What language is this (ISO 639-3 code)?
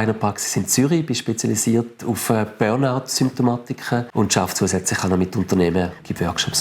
gsw